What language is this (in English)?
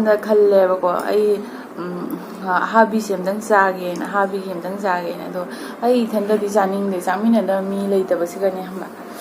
Manipuri